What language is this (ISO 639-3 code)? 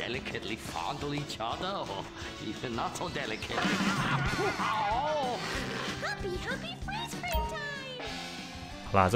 zho